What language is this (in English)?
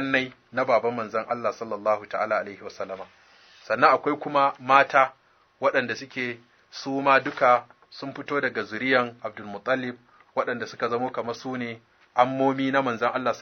Hausa